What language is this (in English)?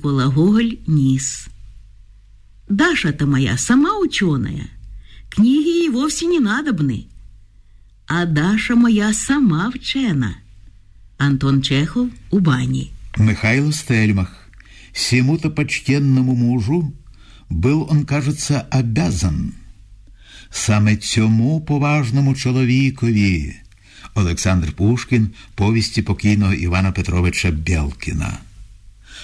Ukrainian